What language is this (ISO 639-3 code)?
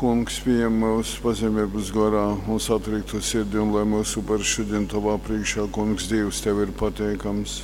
ltg